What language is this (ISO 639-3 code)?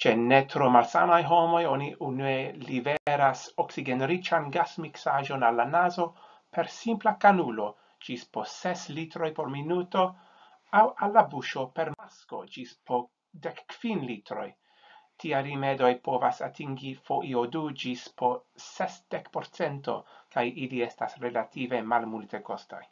epo